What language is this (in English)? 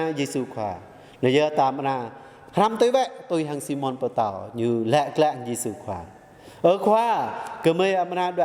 Jarai